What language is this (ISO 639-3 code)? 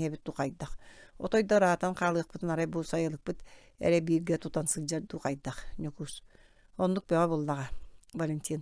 sah